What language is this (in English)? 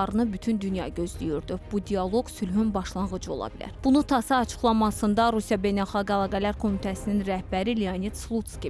Azerbaijani